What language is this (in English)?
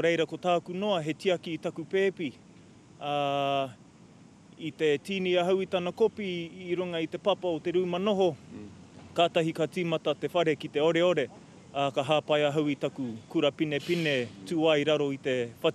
Māori